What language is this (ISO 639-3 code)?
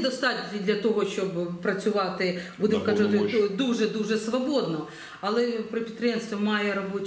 ukr